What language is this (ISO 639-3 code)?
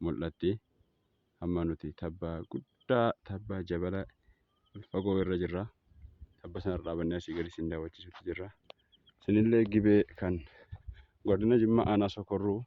orm